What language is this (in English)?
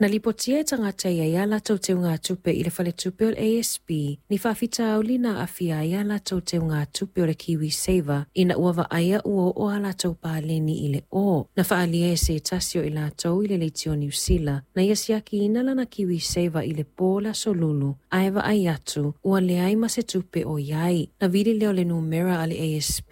Samoan